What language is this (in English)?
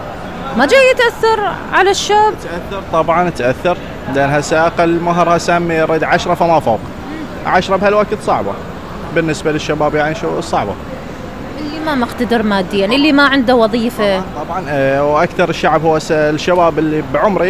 Mesopotamian Arabic